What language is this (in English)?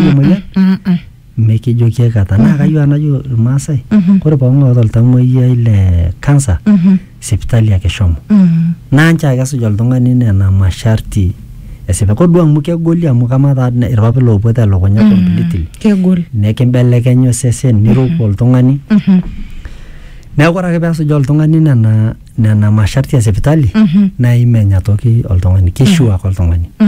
Masai